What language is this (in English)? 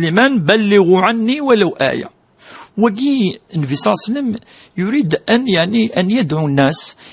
Kabyle